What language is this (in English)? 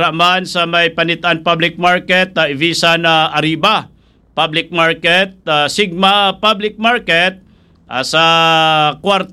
Hiligaynon